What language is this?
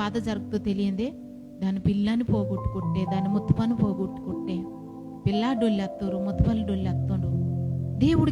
Koya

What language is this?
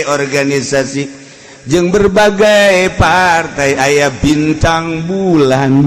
Sundanese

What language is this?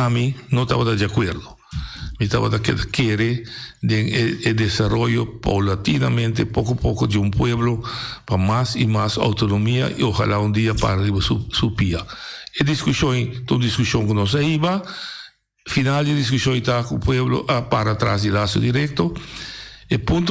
Papiamento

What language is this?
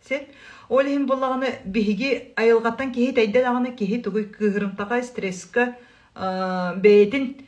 Yakut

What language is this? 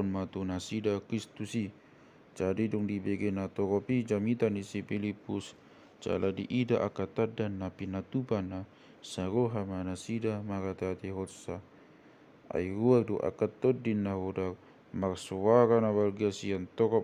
Batak Toba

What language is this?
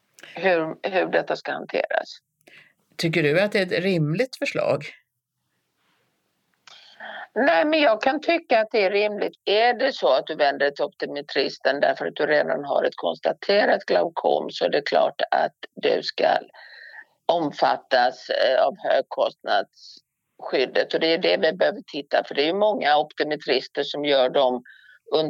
Swedish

